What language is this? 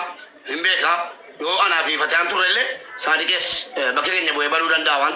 Oromo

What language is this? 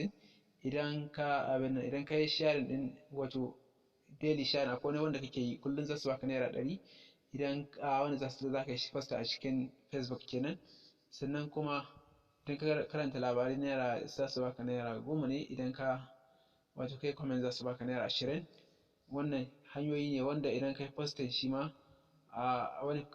Hausa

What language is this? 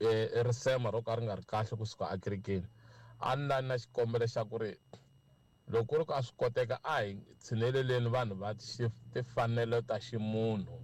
Tsonga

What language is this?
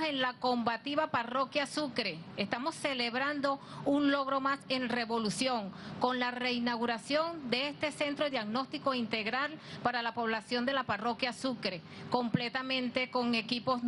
Spanish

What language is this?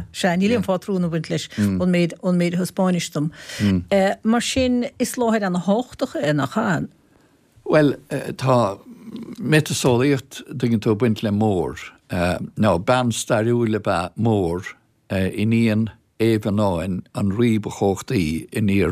Irish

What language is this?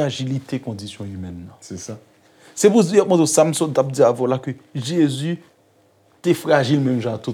Haitian Creole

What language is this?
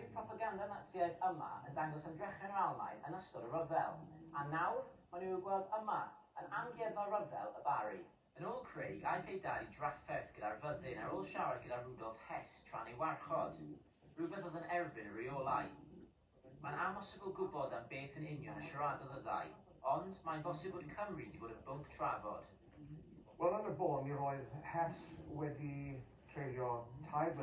Welsh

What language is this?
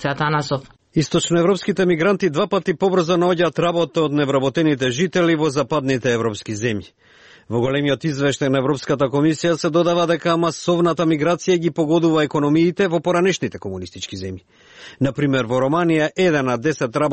Macedonian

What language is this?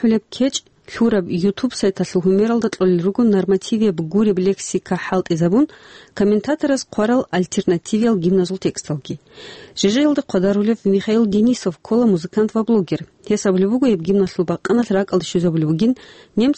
Avaric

